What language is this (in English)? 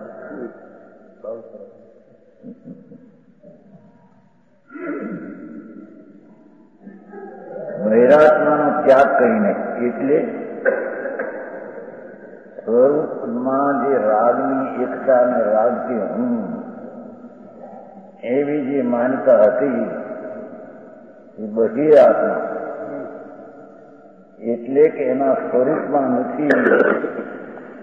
Gujarati